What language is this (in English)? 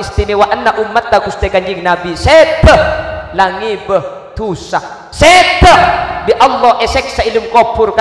Madurese